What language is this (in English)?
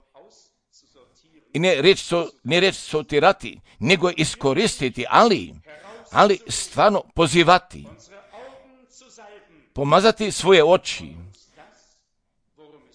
Croatian